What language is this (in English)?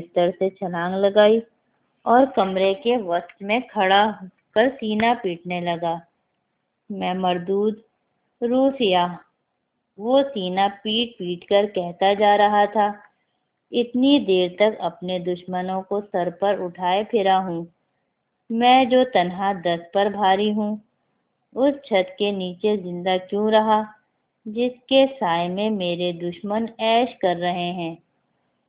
Urdu